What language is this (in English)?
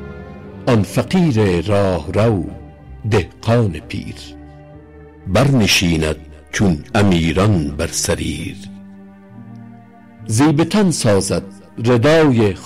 Persian